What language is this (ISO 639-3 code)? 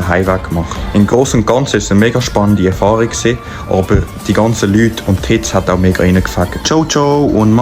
gsw